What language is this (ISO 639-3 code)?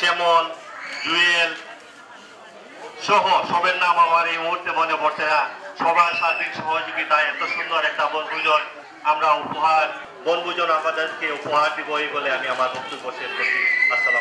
ben